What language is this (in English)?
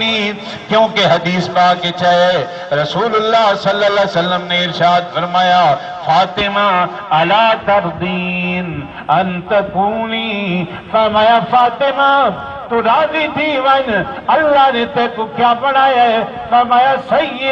Saraiki